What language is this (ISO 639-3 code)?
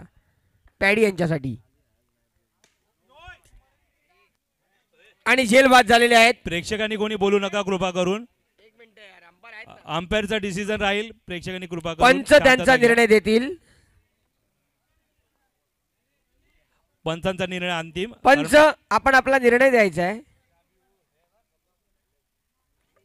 mar